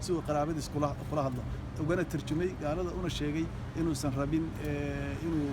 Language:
Somali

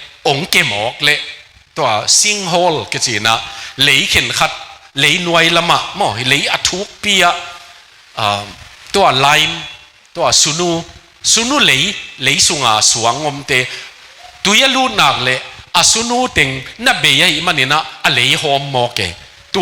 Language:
Tedim Chin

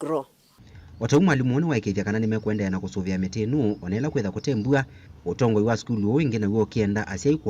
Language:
Kamba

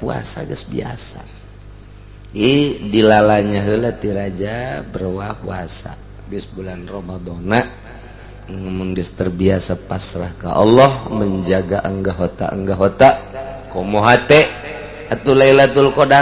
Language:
Sundanese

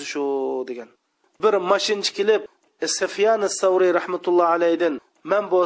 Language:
Uyghur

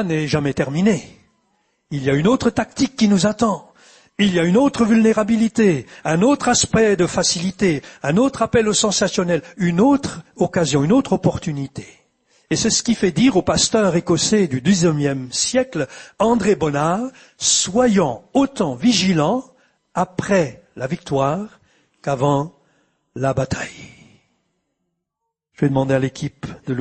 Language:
French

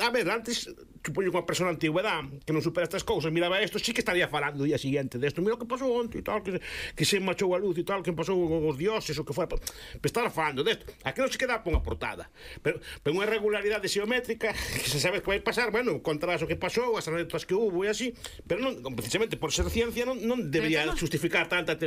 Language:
Galician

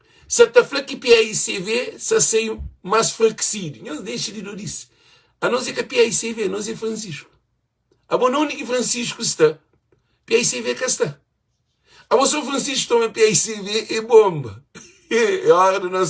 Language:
Kabuverdianu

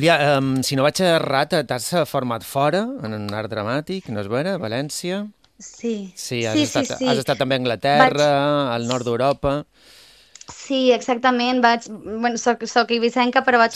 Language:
Catalan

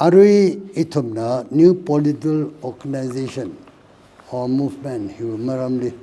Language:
Tangkhul Naga (India)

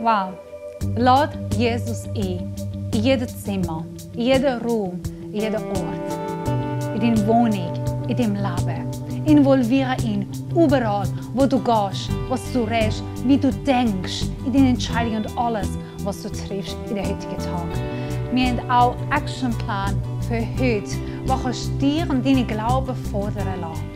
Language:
Swiss German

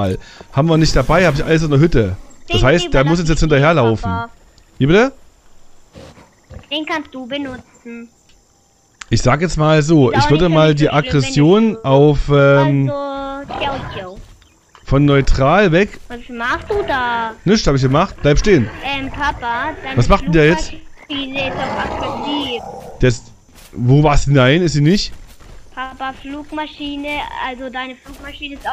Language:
German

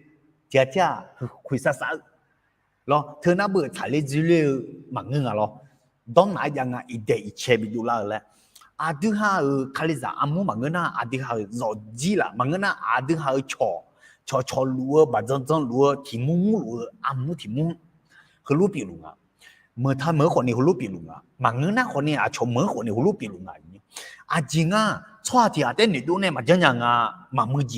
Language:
Akha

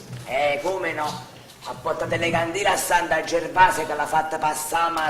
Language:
Neapolitan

